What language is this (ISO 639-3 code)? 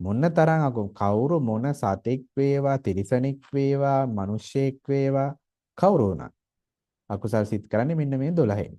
sin